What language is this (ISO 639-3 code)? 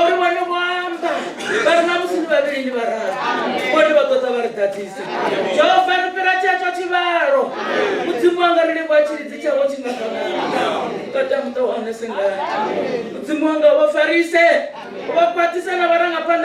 ven